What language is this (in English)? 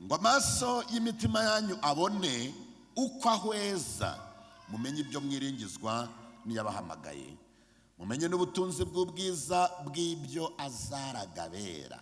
Kinyarwanda